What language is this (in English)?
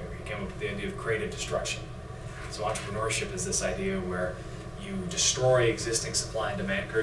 English